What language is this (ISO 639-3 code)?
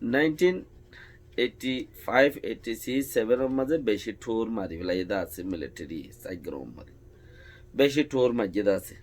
rhg